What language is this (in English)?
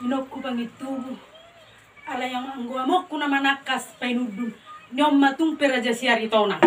Batak Toba